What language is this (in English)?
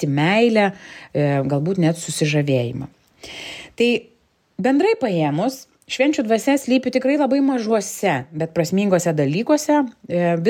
Lithuanian